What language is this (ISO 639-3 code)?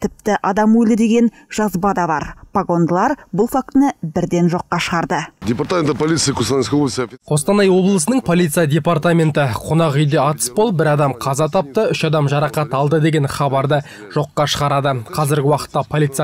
kaz